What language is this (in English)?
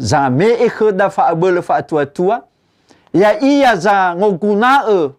Nias